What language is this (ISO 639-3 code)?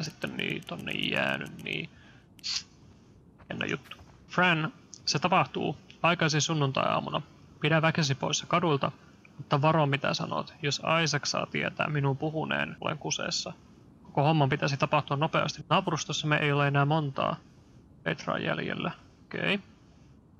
fin